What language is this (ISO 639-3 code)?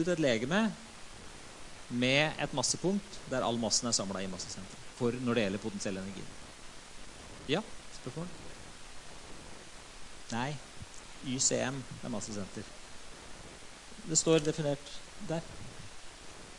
nor